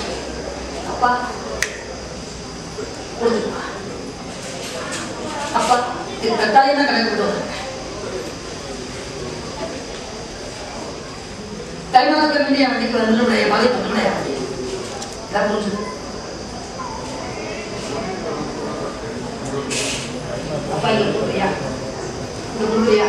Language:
Tamil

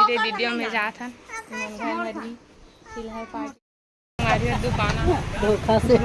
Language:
Chhattisgarhi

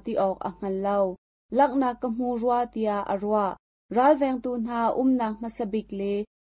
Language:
Hakha Chin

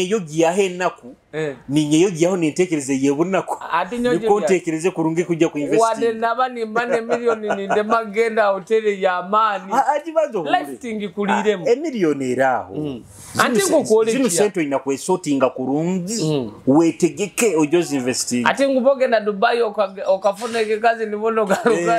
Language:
Nyoro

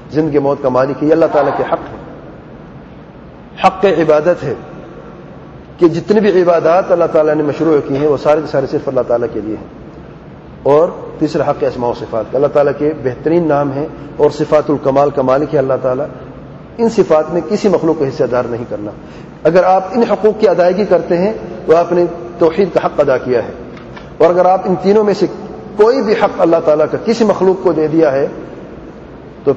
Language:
Urdu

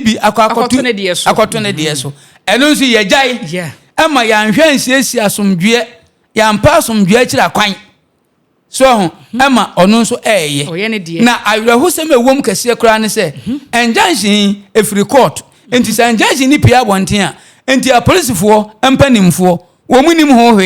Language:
Akan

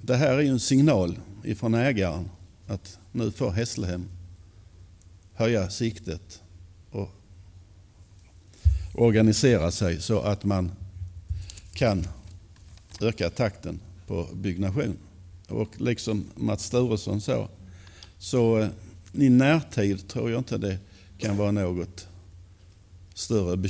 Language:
Swedish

